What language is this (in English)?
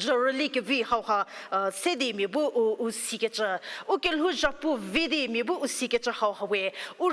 Angami Naga